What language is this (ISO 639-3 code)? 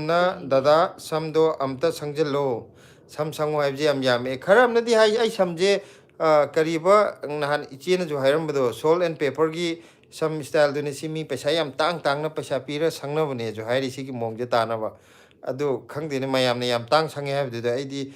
mni